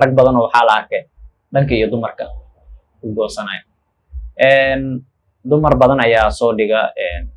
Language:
Somali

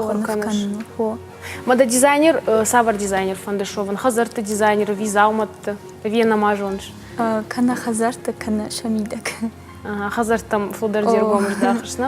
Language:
Ossetic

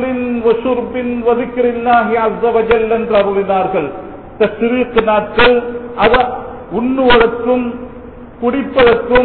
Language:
Tamil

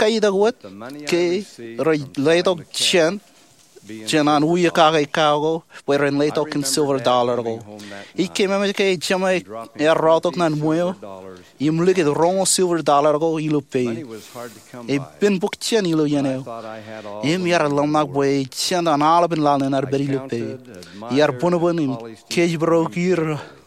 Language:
Marshallese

